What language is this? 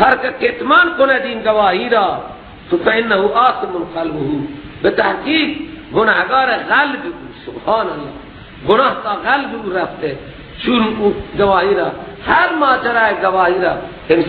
Persian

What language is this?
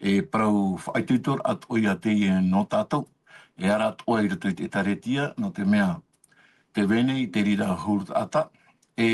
Tahitian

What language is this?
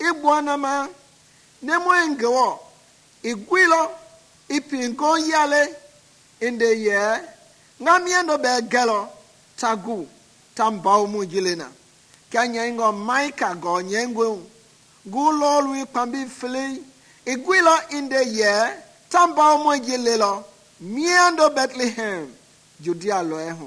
Mende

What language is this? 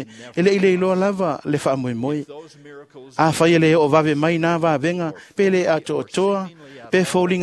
Samoan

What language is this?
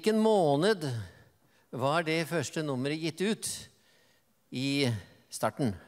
Norwegian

